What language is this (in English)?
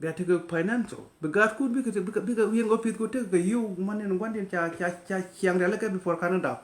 Nuer